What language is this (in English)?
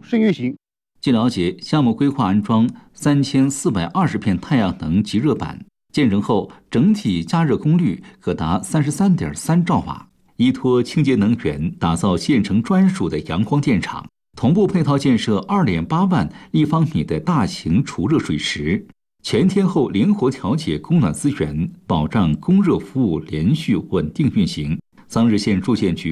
Chinese